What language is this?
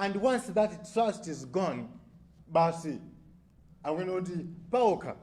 Nyanja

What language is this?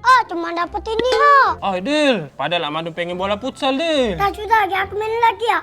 Musi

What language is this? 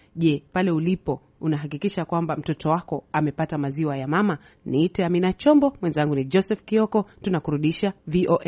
Swahili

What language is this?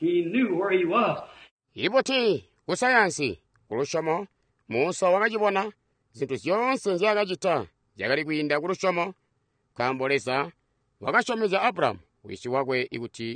Tonga (Zambia)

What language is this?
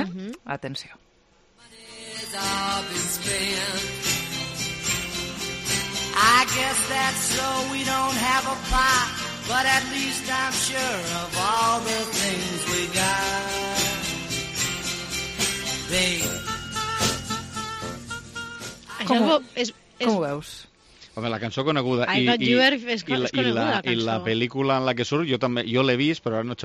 Catalan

